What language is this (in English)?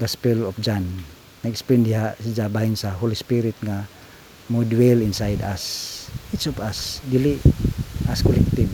Cebuano